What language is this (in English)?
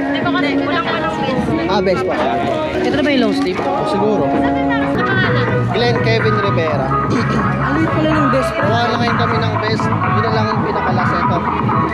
Filipino